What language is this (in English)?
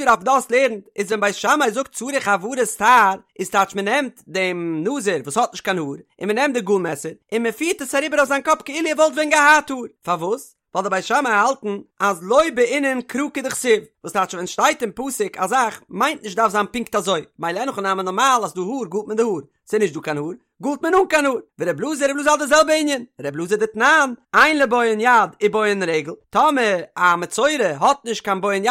Yiddish